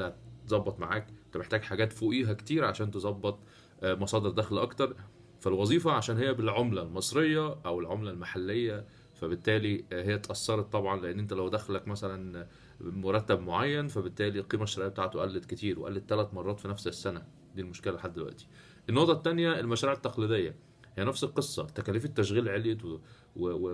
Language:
Egyptian Arabic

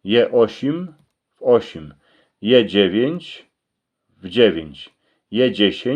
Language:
Silesian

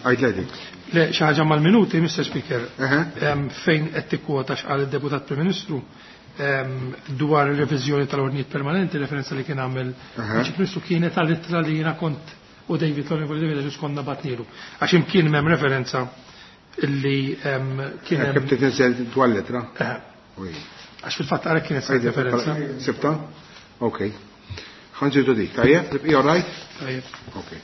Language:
Maltese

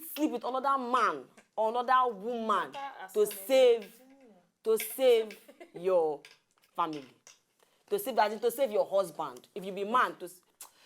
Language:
Nigerian Pidgin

